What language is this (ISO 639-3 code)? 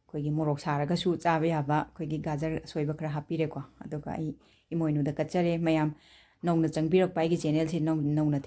mni